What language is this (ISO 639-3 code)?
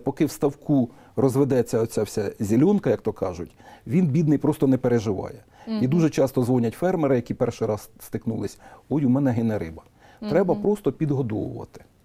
ukr